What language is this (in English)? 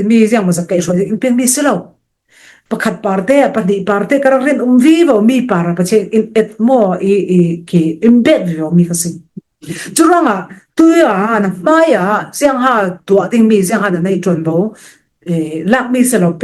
Falam Chin